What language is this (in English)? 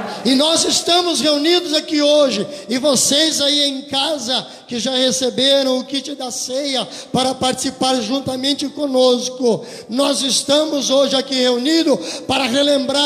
Portuguese